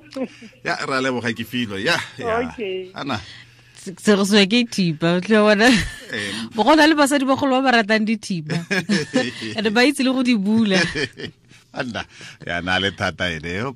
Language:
Tswana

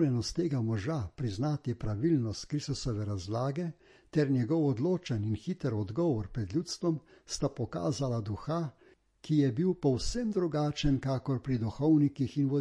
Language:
Slovenian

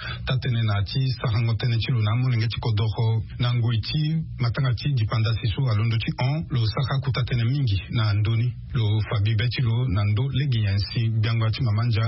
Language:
Sango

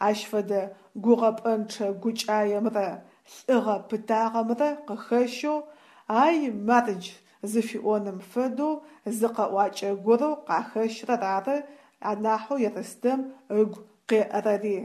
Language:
Adyghe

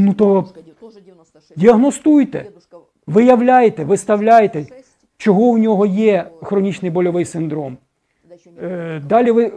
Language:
Ukrainian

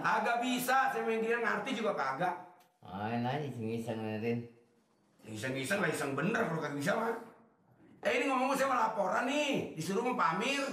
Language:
Betawi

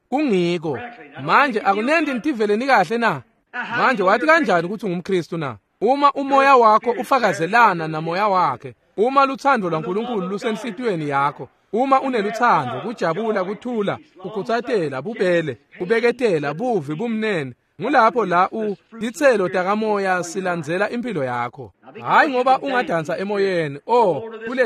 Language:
Swati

